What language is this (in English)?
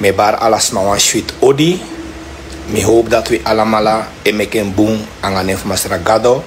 Sranan Tongo